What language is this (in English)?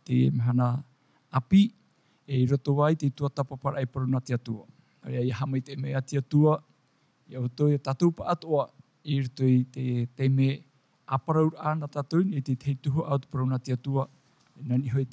Tahitian